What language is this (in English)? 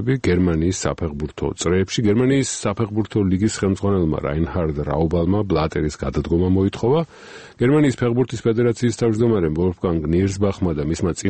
Georgian